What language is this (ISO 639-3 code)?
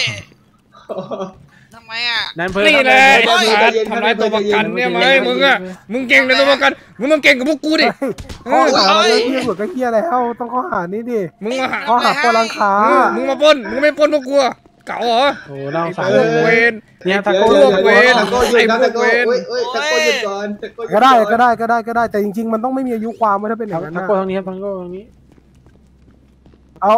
tha